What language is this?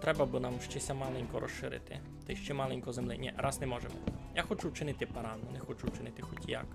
Rusyn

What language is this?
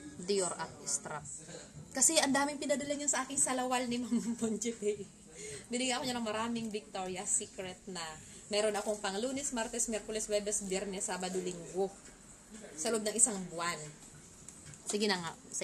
Filipino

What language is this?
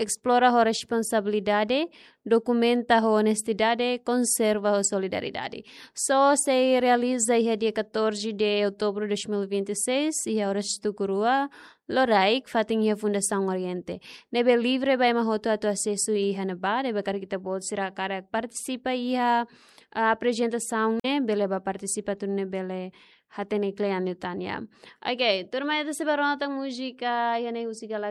Tetum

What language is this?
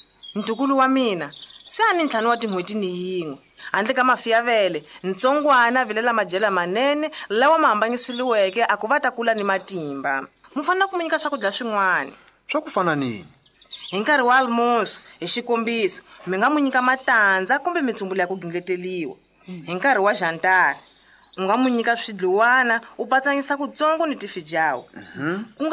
Tsonga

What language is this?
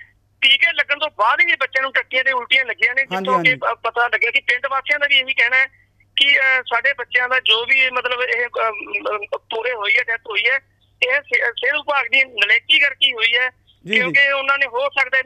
Punjabi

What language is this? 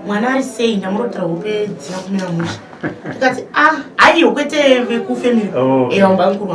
Shona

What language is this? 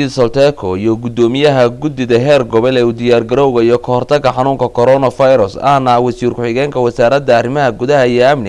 Somali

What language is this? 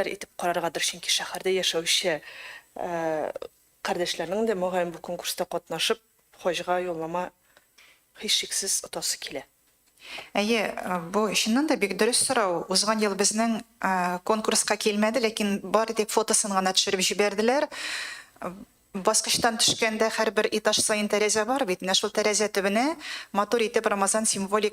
Tatar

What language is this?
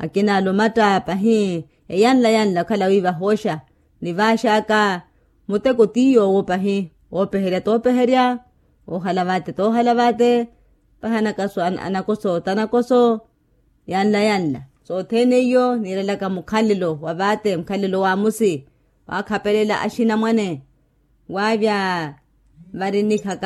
Makhuwa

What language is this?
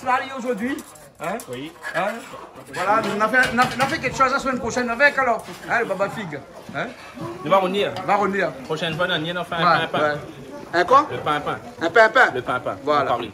Réunion Creole French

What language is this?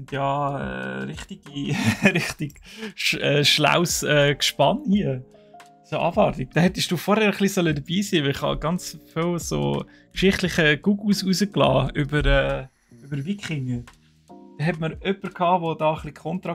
Swiss German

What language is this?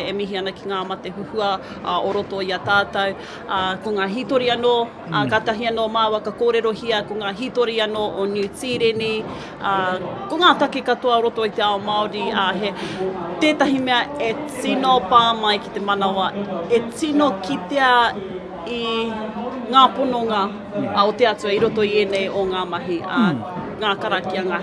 Māori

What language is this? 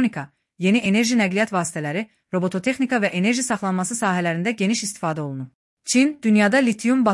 Azerbaijani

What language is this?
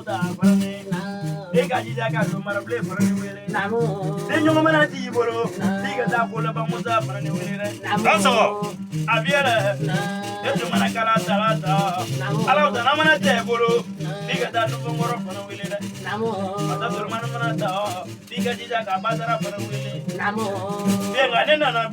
Bambara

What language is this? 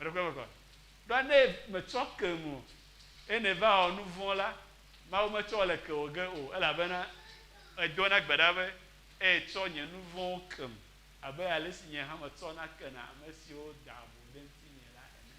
Ewe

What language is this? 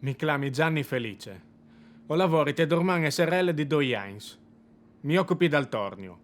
Friulian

